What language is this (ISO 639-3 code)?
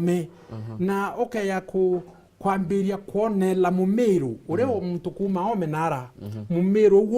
mer